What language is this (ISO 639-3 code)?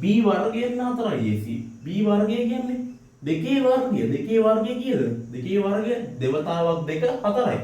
sin